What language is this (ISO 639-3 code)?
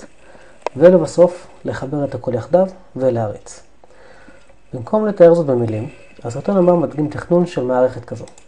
heb